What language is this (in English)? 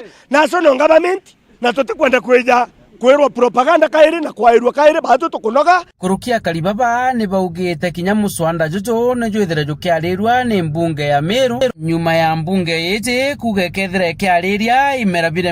Meru